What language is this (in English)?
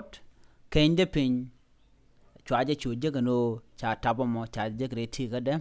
Nuer